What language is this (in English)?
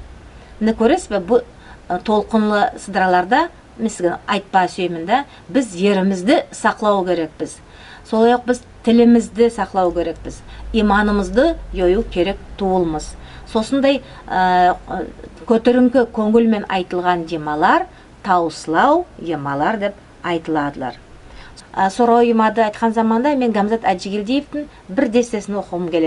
Nogai